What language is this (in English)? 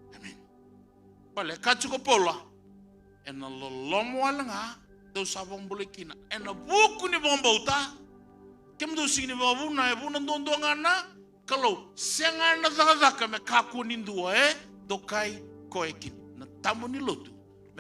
Fijian